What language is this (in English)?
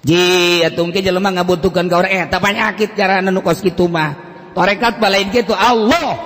Sundanese